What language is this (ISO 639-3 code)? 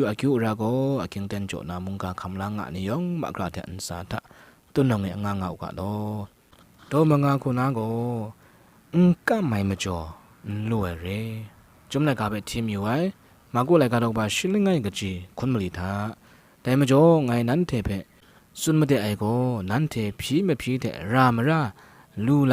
kac